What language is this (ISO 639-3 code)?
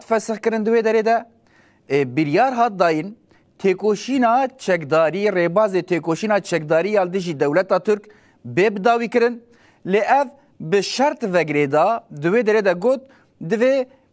kur